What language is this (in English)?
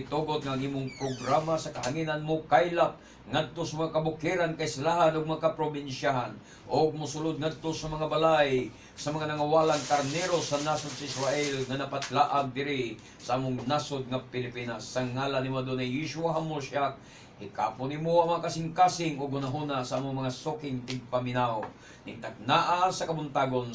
Cebuano